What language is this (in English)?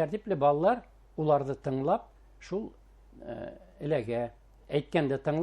Bashkir